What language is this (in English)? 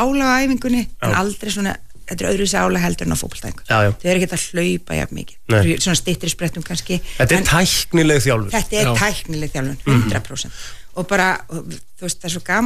Icelandic